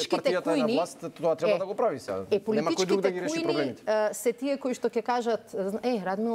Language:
Macedonian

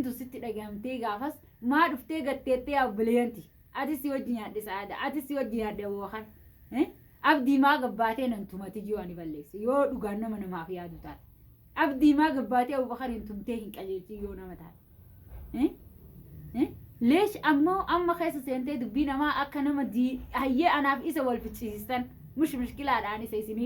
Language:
Oromo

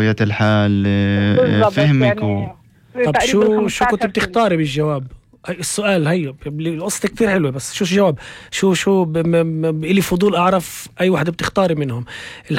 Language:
North Levantine Arabic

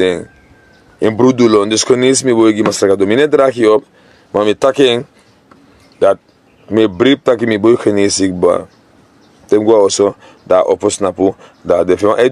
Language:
Sranan Tongo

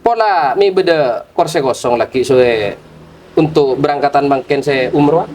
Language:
Madurese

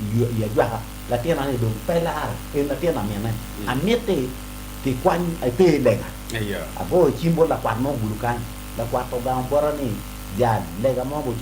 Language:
Acoli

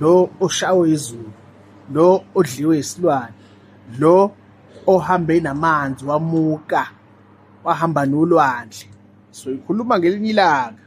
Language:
Zulu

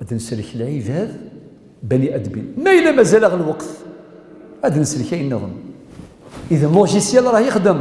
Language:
Kabyle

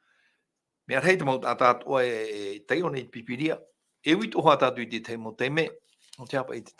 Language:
Tahitian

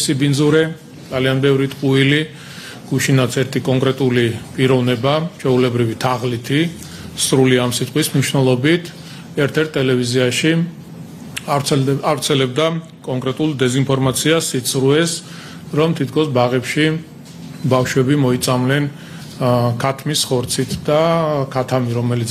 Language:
Georgian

